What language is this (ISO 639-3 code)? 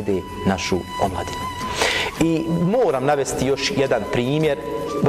bos